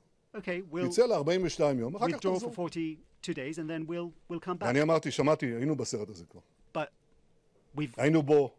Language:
Hebrew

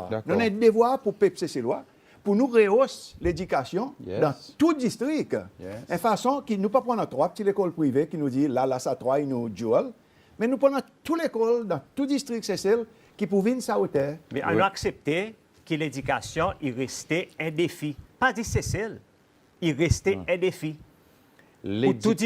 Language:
Seselwa Creole French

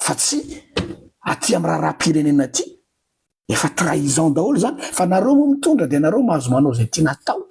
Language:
Malagasy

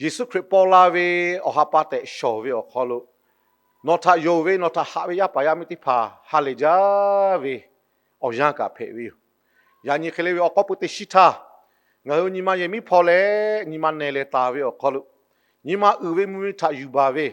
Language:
Lahu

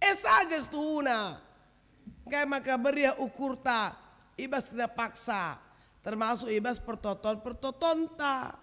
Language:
Batak Karo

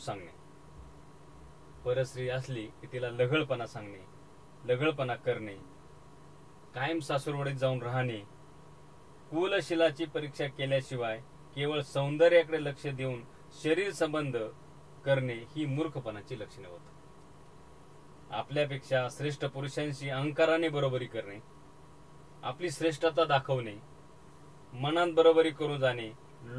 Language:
Marathi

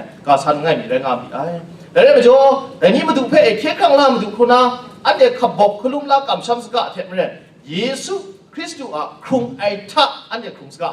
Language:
Kachin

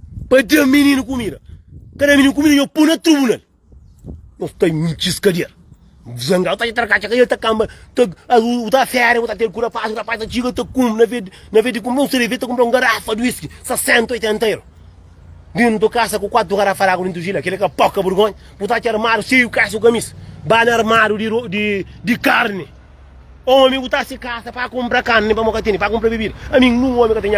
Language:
Kabuverdianu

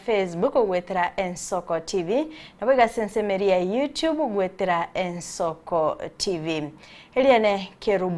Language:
Gusii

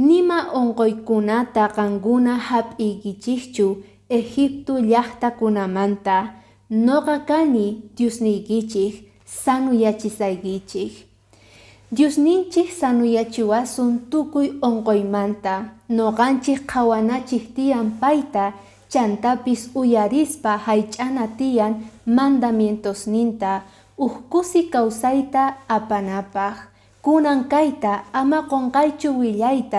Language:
Quechua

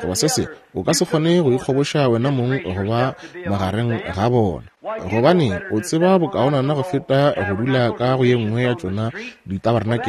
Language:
Northern Sotho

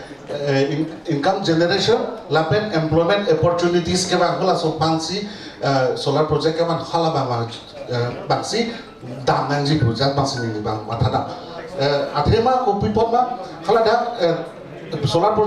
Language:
Karbi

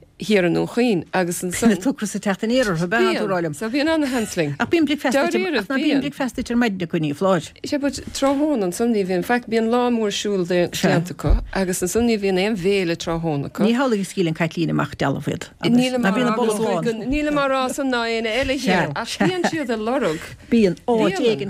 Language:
Irish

